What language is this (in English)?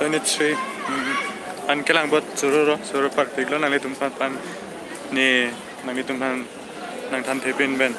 Karbi